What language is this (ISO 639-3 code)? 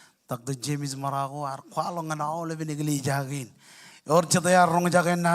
mah